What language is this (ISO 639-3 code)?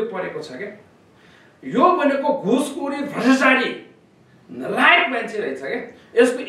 nep